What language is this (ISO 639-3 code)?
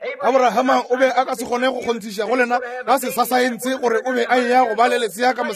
nso